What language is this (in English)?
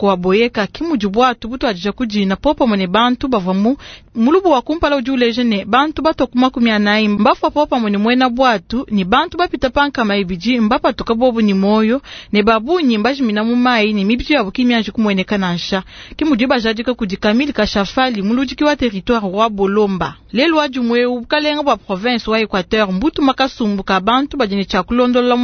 Luba-Lulua